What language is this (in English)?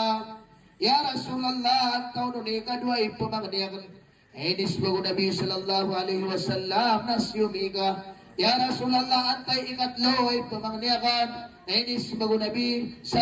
Maranao